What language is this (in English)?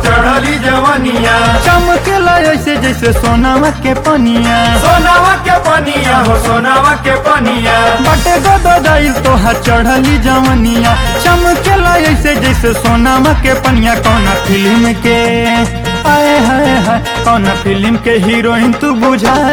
Bhojpuri